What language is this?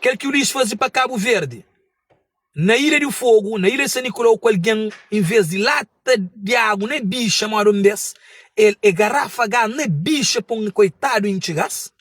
Kabuverdianu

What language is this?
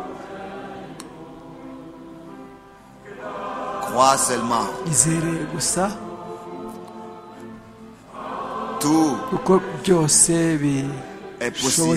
Kinyarwanda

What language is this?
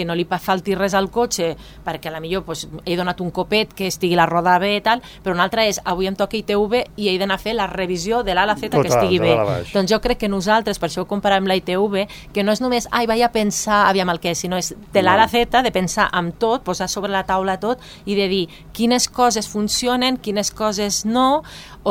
Catalan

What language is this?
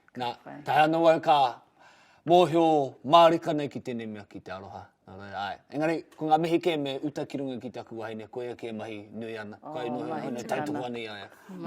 Māori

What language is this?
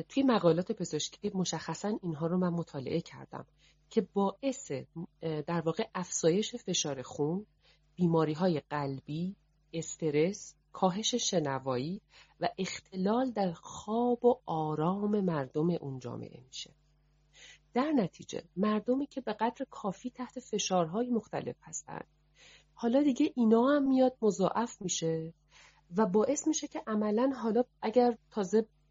Persian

